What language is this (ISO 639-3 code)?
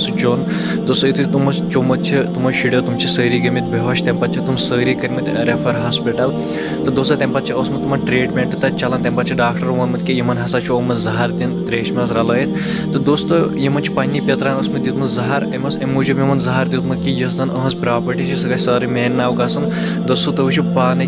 kas